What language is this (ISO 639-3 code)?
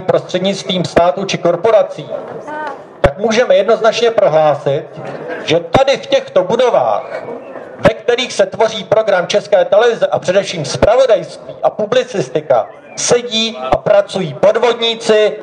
ces